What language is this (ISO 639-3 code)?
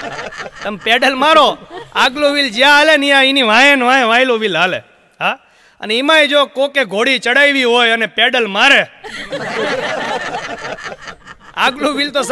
guj